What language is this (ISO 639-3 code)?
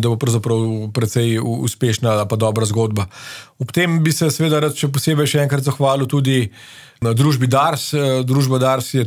slv